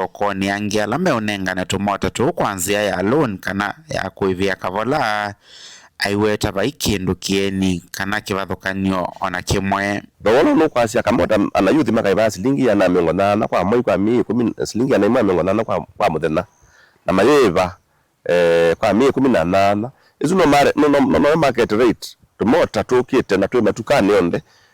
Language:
Kamba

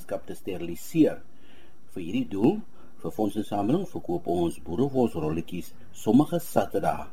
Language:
Afrikaans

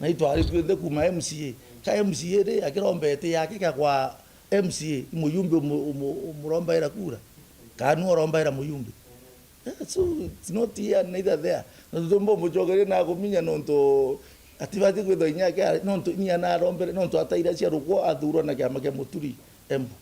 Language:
Meru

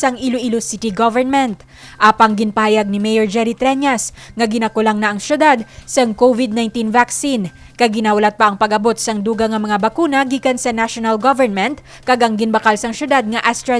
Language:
Hiligaynon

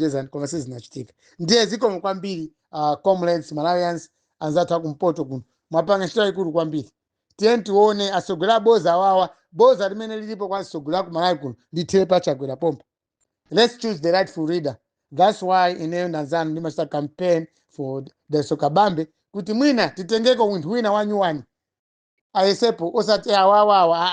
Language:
Nyanja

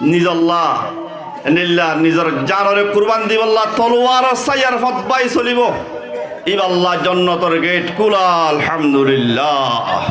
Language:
Rohingya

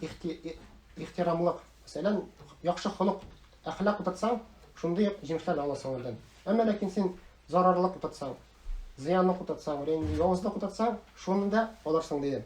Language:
Tatar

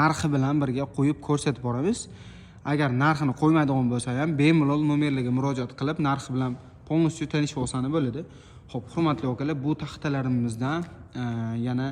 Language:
Uzbek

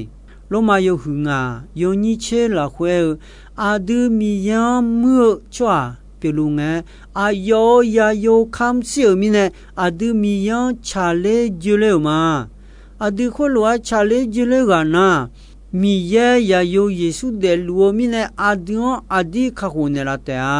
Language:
Akha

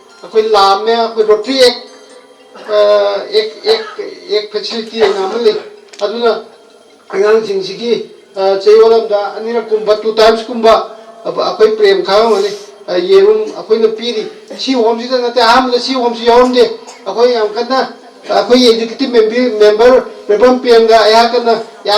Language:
Manipuri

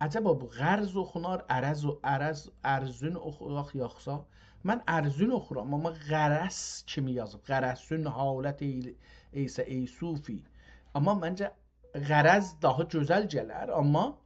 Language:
South Azerbaijani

